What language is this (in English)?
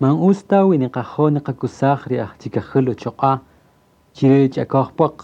Kaqchikel